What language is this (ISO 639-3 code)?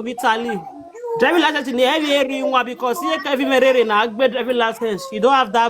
pcm